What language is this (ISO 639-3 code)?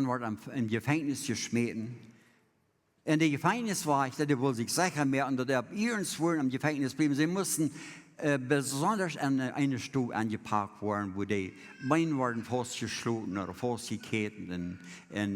pdt